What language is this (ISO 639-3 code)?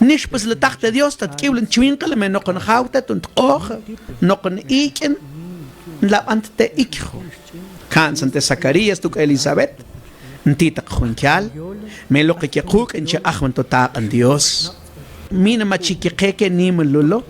mam